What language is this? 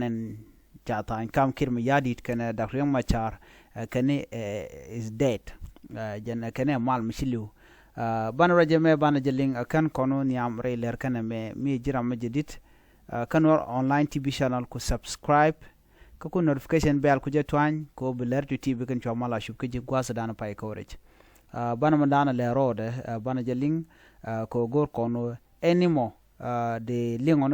Nuer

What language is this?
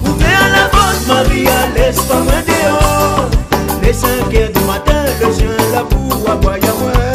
Réunion Creole French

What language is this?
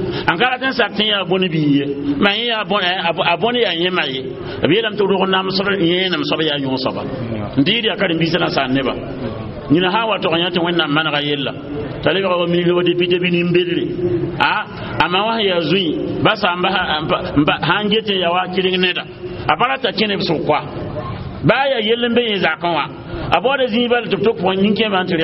Mossi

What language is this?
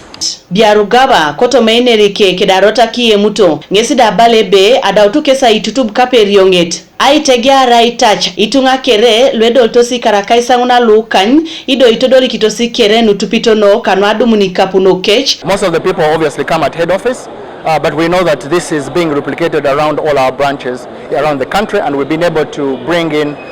Teso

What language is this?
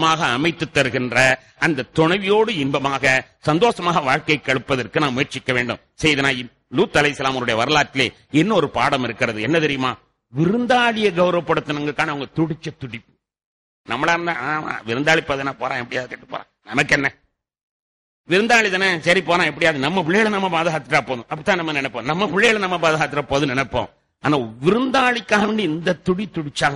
Tamil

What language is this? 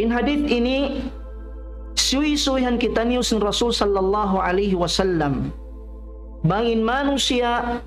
Tausug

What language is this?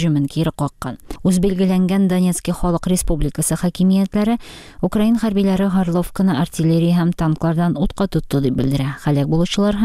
Tatar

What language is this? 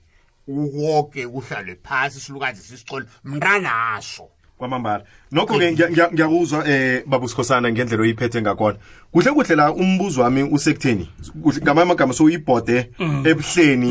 South Ndebele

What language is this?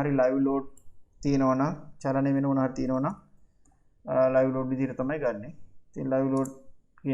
Sinhala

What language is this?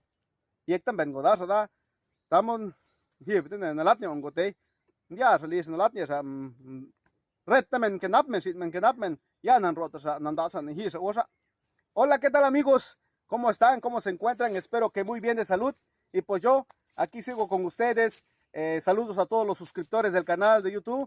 Zapotec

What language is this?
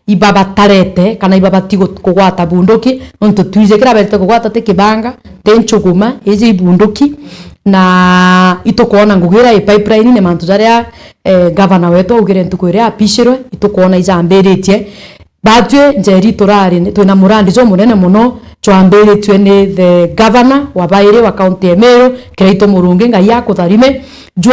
Meru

